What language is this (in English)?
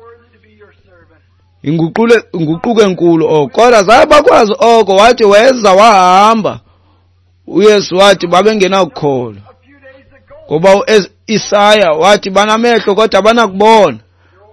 Xhosa